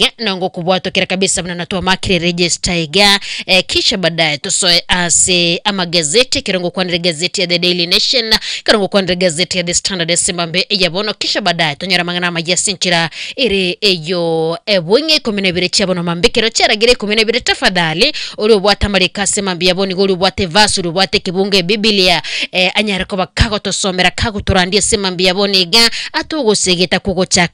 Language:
Gusii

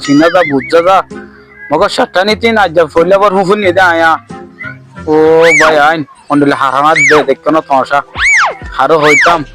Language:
Rohingya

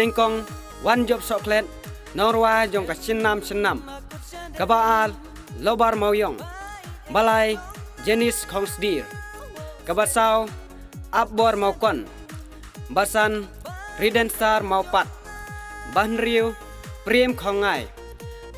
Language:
Khasi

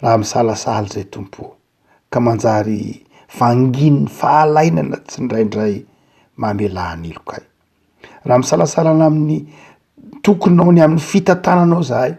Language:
Malagasy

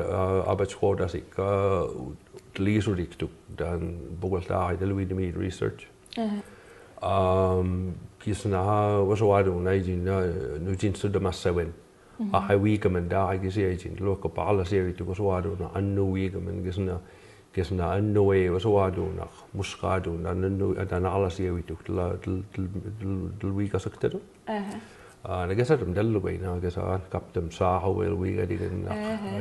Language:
Mi'kmaw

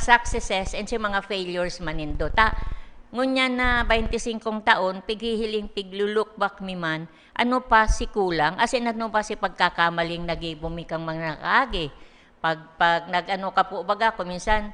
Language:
Bikol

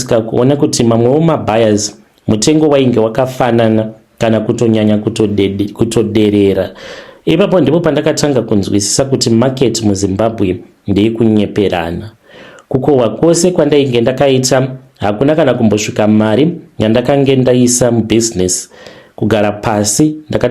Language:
Shona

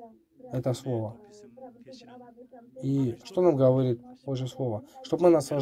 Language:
Russian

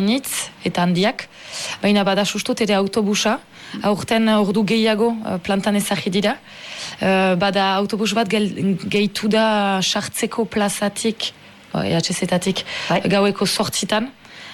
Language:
Basque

